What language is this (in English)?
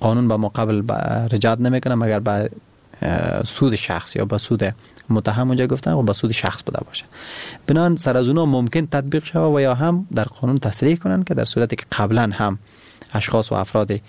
Persian